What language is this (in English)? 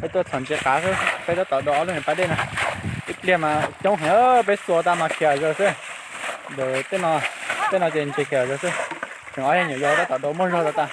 Hmong